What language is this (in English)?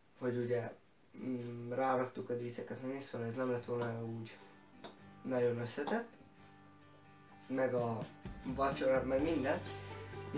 Hungarian